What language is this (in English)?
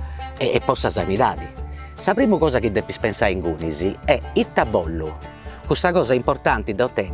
Sardinian